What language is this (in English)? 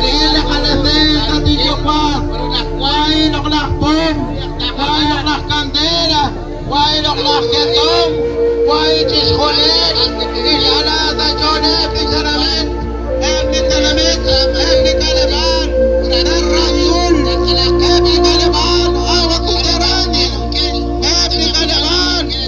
Kekchí